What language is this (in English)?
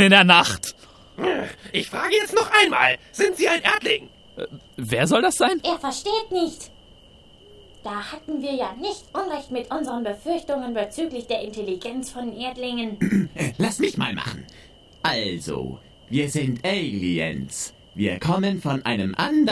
German